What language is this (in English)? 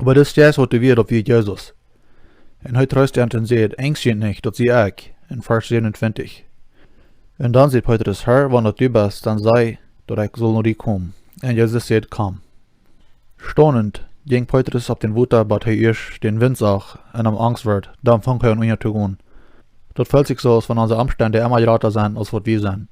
Plautdietsch